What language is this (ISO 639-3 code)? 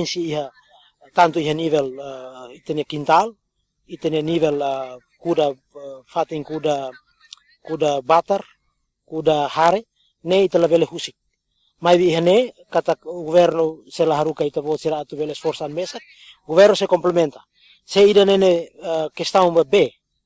tet